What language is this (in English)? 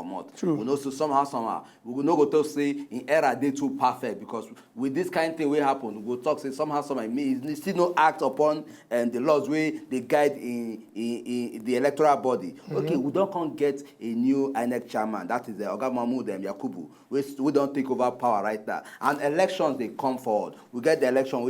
Nigerian Pidgin